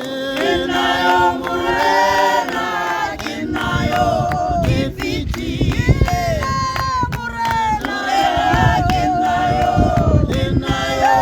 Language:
Tswana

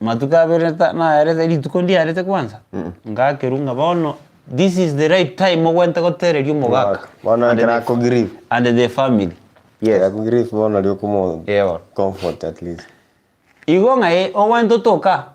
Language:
Gusii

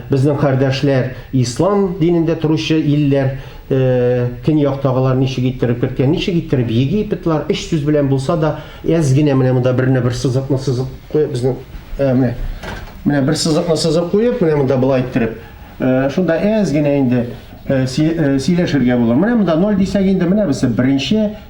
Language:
Tatar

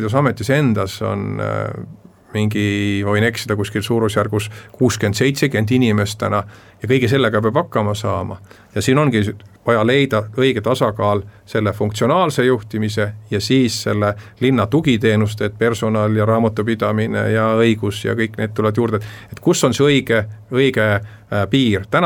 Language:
Estonian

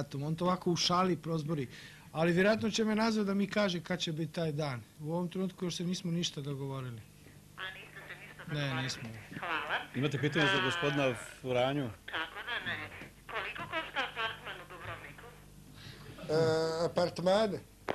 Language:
Croatian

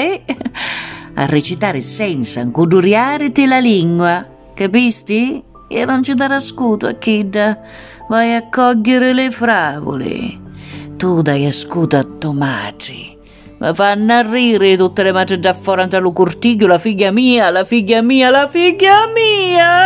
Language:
Sicilian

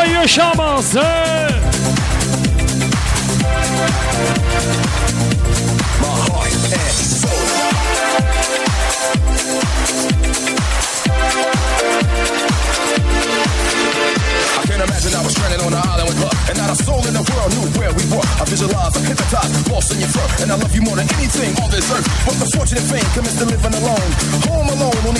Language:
Kara-Kalpak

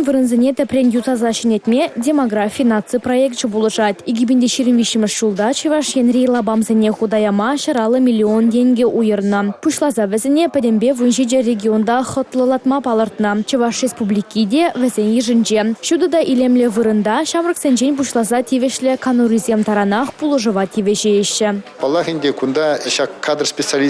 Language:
Chuvash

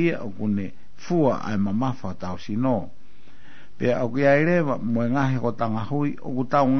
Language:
Tongan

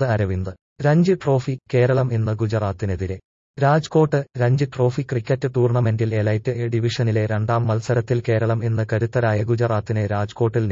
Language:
Malayalam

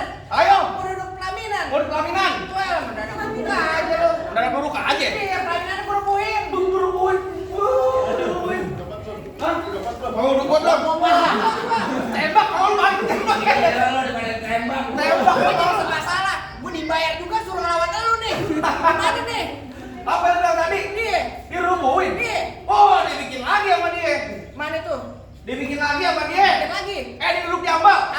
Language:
Betawi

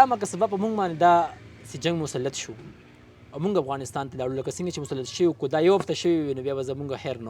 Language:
Pashto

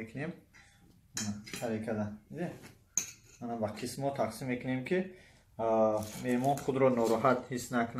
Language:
Tajik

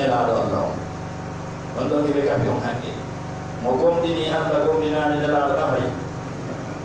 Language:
Pular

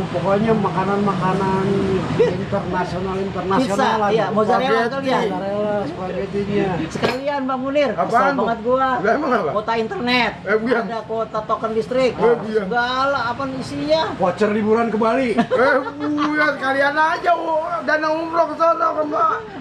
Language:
Betawi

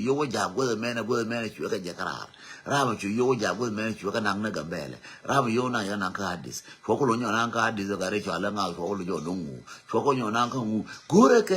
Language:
Nuer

